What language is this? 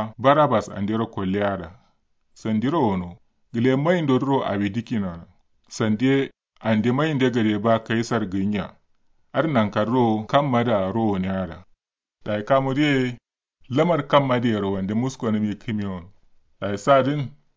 Kanuri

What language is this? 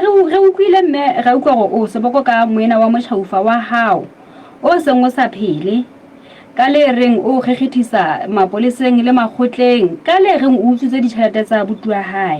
Southern Sotho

